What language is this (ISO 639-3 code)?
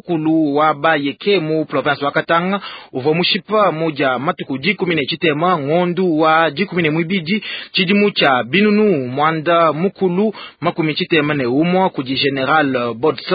lua